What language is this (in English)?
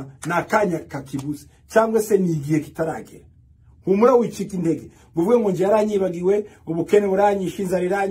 Kinyarwanda